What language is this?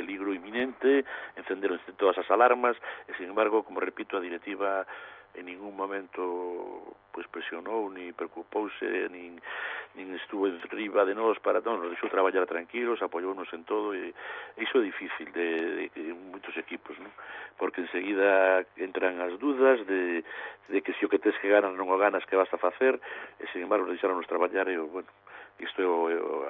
Galician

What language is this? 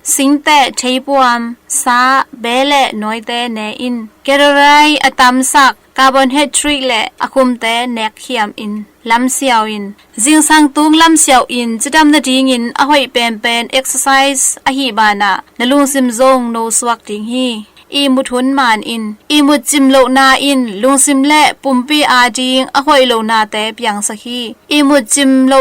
Tedim Chin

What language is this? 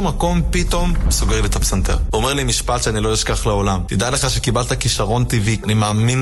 Hebrew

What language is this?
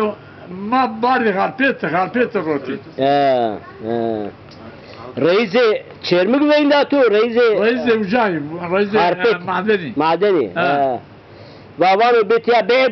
Zaza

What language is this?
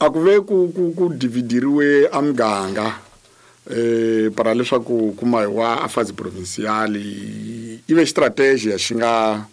Tsonga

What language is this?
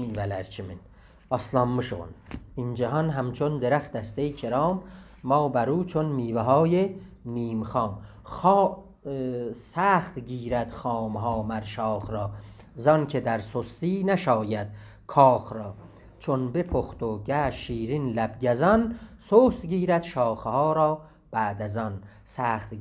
South Azerbaijani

